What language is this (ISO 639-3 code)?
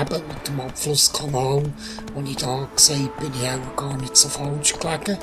gsw